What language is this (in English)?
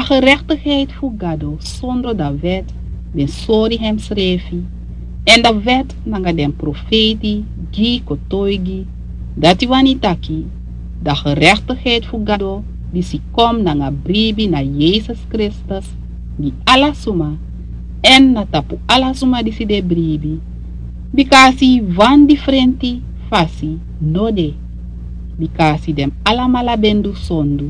Sranan Tongo